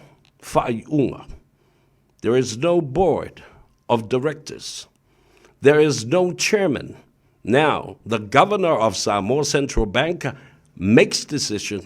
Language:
Samoan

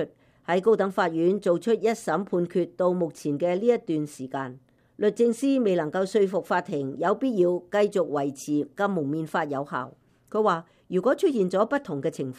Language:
Cantonese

